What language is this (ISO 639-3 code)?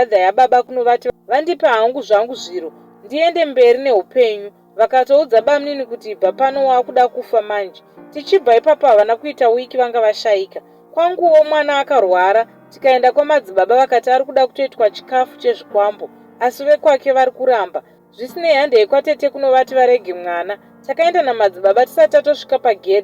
sna